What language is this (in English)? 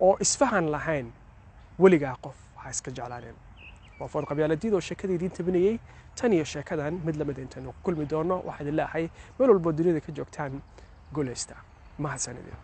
Somali